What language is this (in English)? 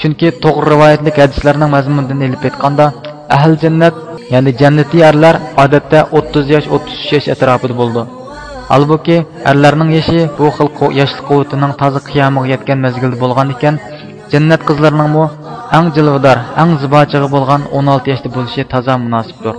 Uyghur